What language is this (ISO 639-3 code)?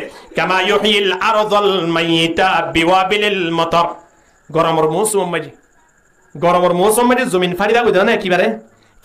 rhg